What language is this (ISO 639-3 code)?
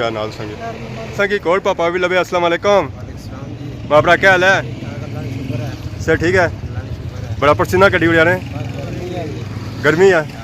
phr